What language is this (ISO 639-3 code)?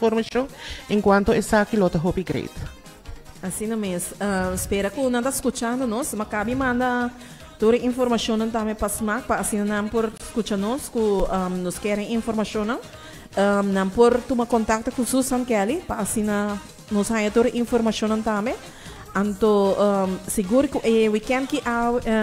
pap